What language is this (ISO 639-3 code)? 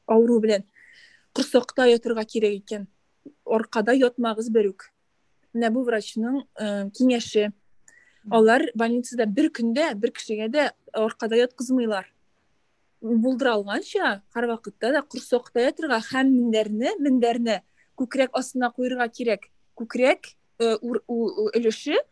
tat